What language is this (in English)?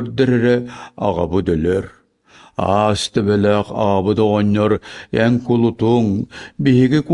Yakut